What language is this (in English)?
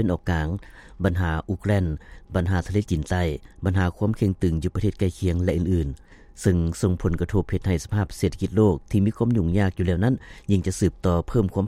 Lao